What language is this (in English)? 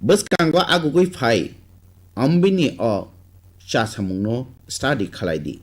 Kok Borok